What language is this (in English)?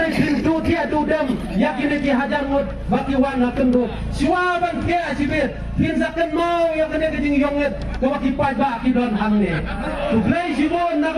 Khasi